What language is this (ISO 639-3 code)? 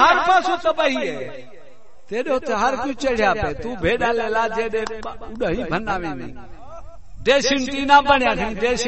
skr